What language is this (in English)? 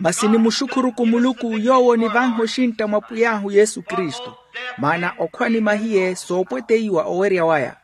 Makhuwa